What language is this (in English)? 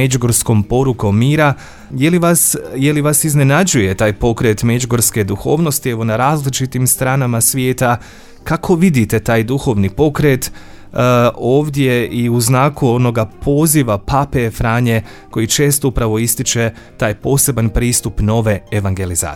Croatian